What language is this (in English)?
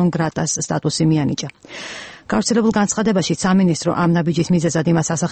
Georgian